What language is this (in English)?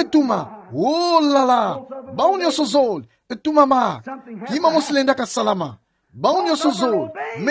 Kituba (Democratic Republic of Congo)